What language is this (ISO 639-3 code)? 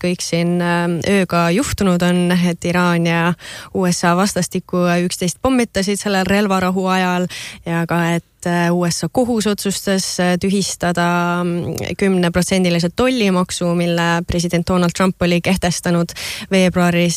est